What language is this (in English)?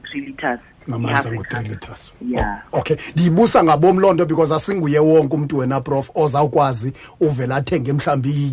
Xhosa